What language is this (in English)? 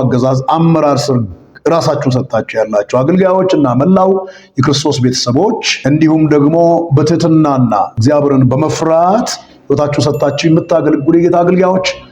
Amharic